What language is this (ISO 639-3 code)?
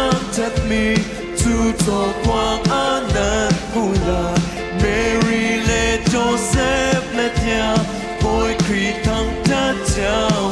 cnh